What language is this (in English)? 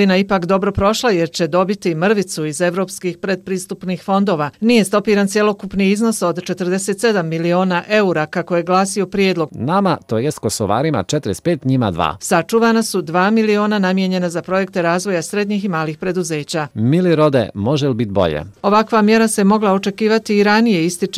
Serbian